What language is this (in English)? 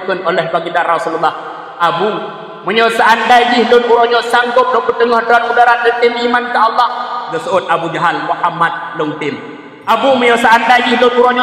Achinese